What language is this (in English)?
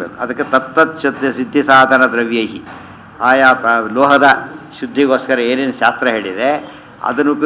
Kannada